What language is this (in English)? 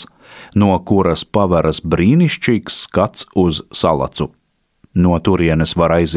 Latvian